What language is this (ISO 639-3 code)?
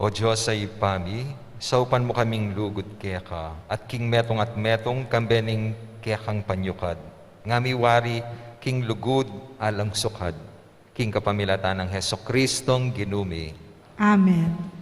pam